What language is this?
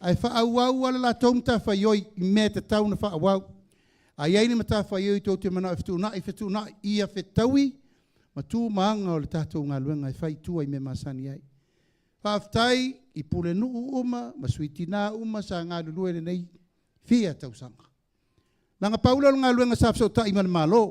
Samoan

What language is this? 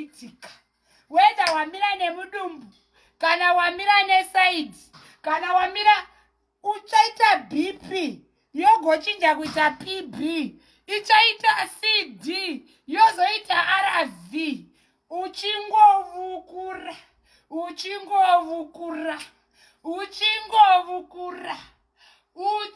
Shona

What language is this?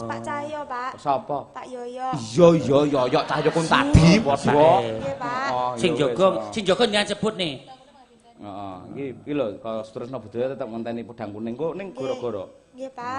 Javanese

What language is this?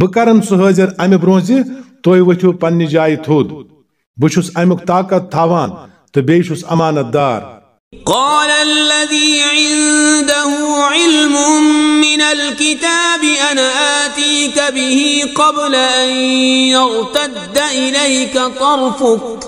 Kashmiri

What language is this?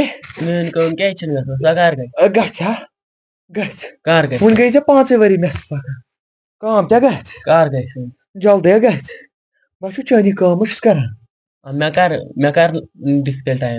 Kashmiri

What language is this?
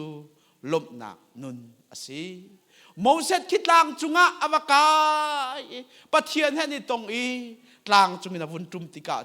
Hakha Chin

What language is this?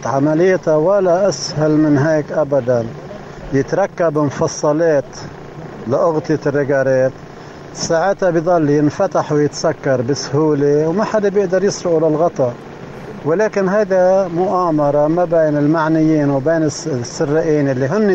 North Levantine Arabic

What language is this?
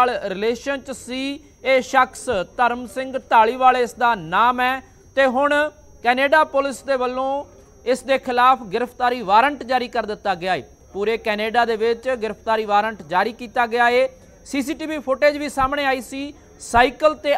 Punjabi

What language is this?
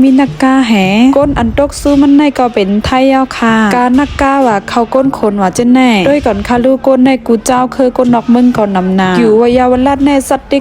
Shan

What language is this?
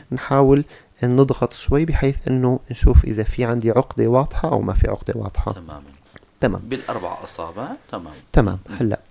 North Levantine Arabic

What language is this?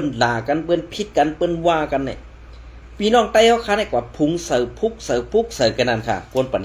Shan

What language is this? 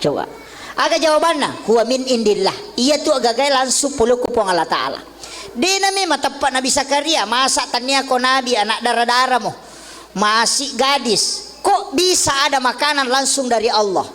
Buginese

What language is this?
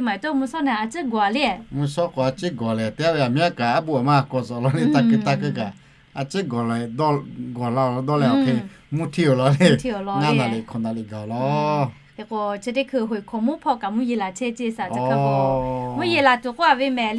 Lahu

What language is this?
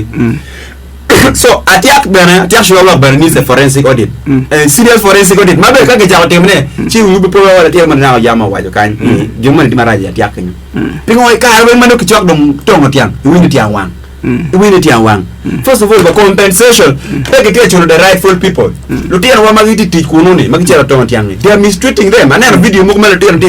Acoli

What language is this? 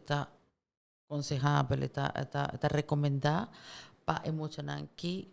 Papiamento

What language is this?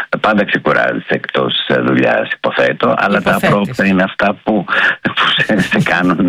Greek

